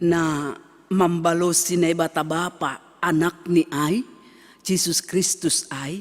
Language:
Batak Simalungun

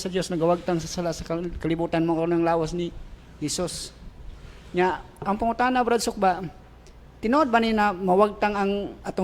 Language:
Cebuano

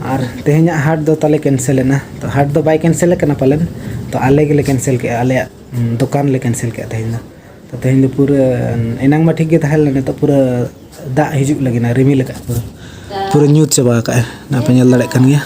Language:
Santali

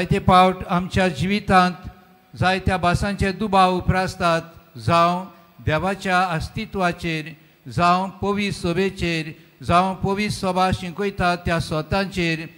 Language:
Konkani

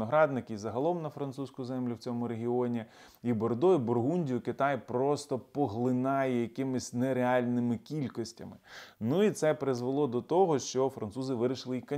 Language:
Ukrainian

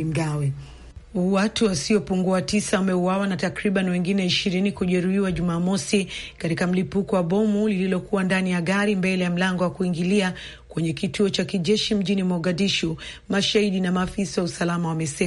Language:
Swahili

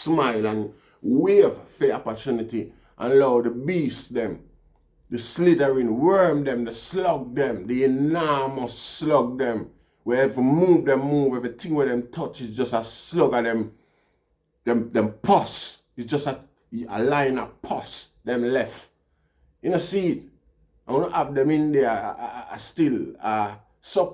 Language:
Jamaican Creole English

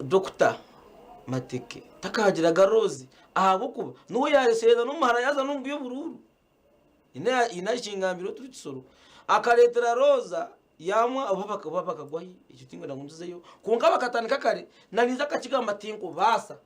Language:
Nyankole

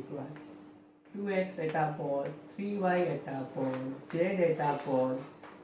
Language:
Assamese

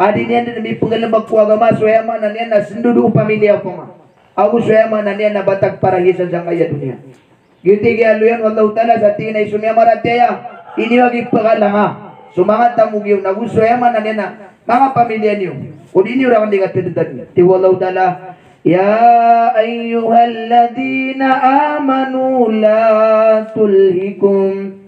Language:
Maranao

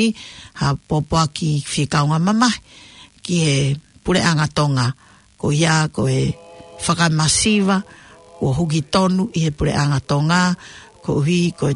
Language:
Tongan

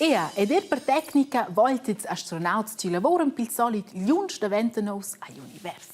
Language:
Romansh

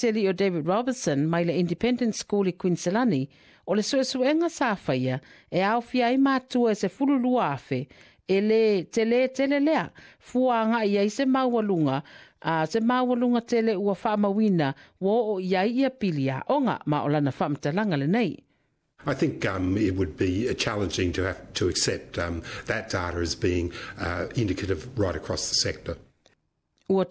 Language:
Samoan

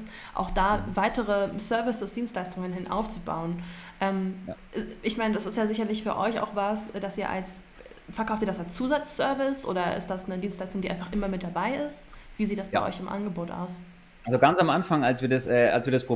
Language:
German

